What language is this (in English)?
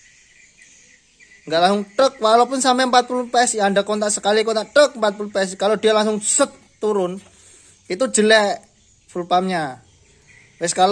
Indonesian